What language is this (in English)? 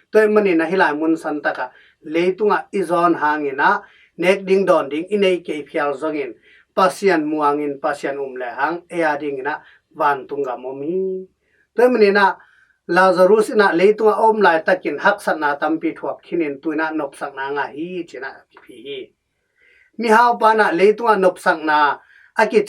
Tedim Chin